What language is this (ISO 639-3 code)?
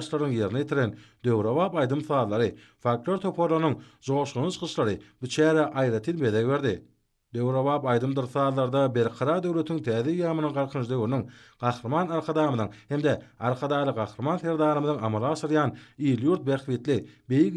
tuk